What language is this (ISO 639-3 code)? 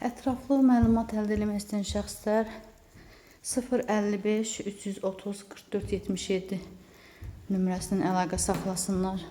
aze